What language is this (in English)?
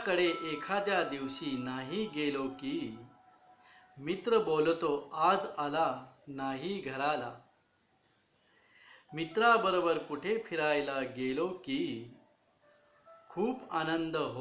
Marathi